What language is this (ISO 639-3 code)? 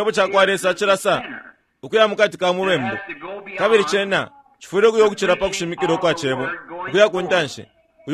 bem